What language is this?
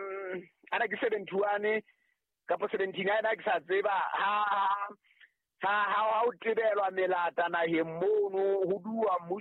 Southern Sotho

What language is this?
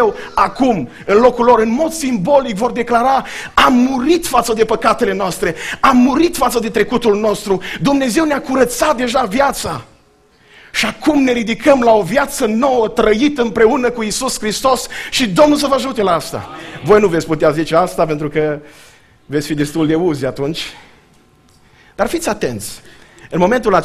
Romanian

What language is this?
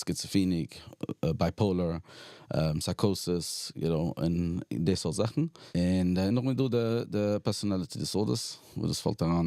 Yiddish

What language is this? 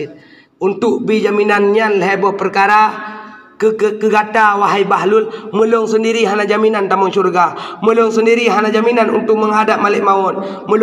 Achinese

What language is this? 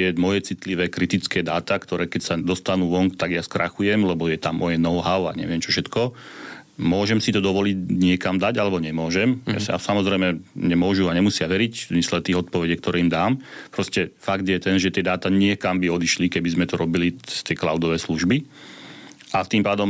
Slovak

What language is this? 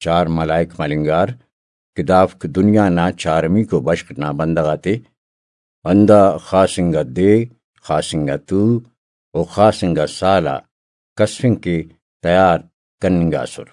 Brahui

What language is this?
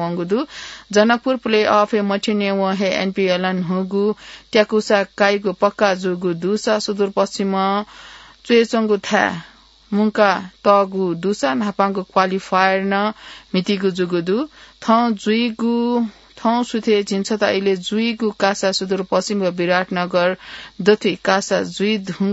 Newari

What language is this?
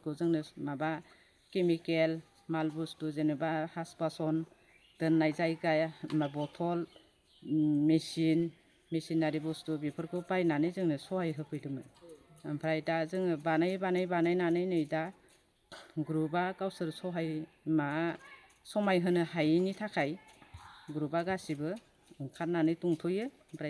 Bodo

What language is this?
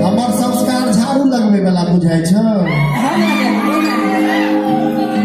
Maithili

